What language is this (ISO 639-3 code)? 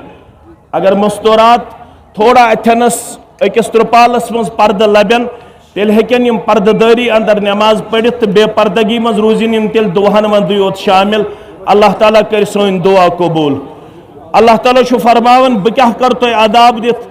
kas